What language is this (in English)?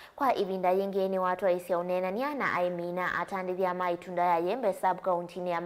Kamba